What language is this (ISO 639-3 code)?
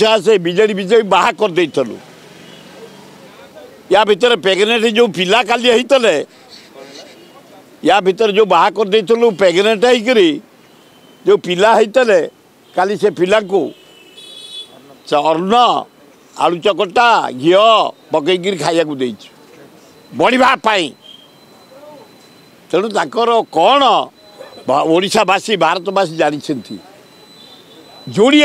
ori